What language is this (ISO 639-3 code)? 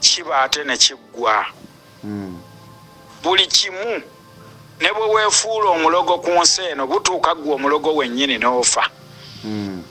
lug